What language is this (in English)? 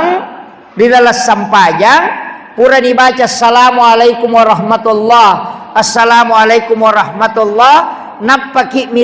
Buginese